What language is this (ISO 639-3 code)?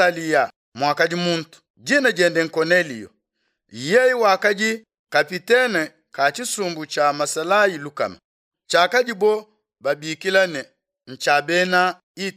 lua